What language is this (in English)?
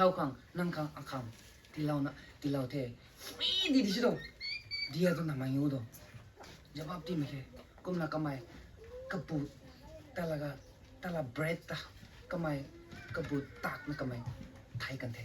Rongmei Naga